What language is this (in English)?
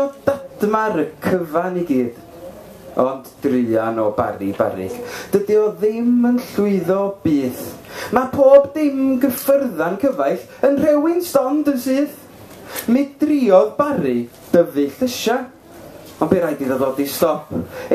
Welsh